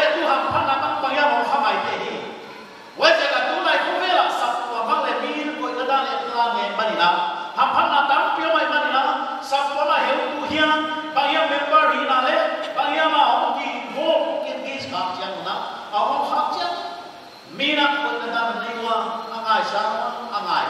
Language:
Paite Chin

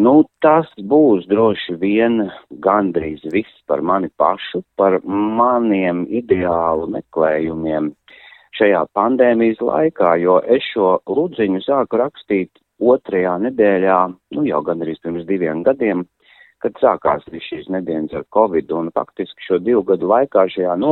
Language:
Latvian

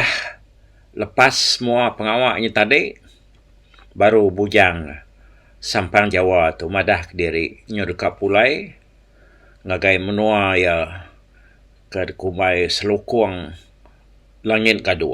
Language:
Iban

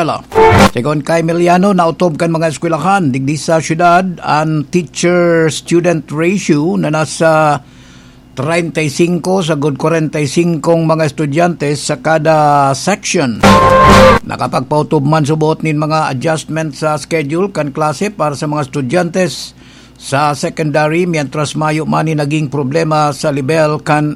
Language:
Bikol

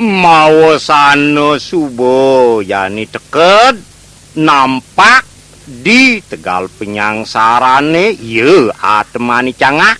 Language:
Balinese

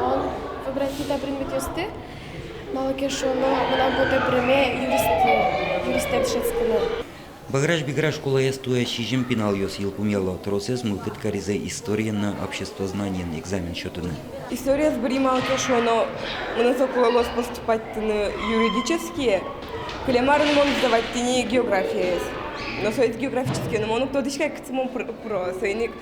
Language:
Udmurt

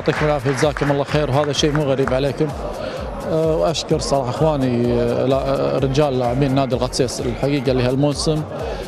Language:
Gulf Arabic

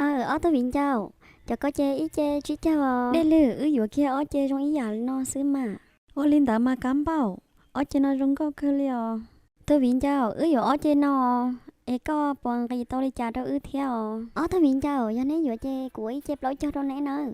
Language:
Hmong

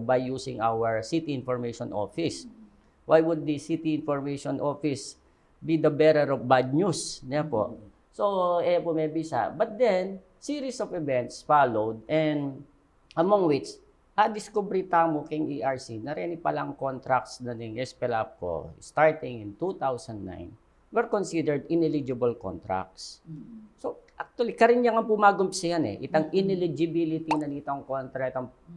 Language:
Pampanga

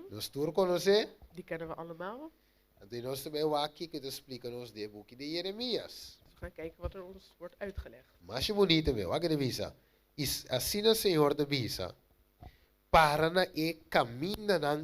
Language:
Papiamento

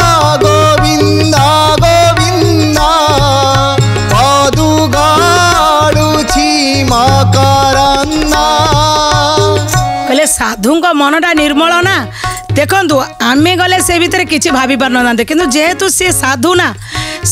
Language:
Odia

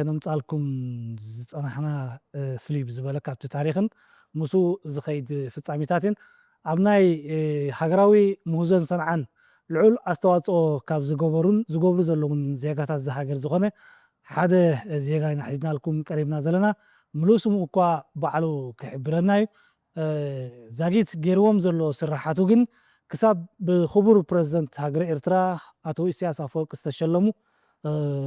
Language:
Tigrinya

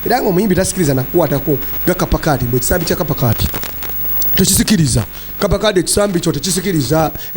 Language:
Ganda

